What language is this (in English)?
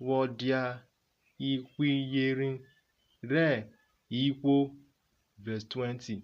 Urhobo